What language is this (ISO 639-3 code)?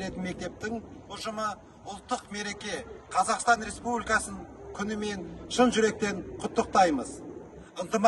kaz